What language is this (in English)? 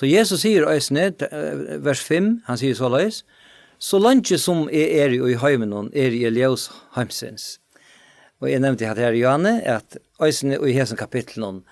Faroese